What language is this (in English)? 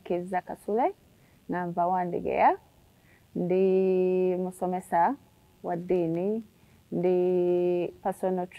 Ganda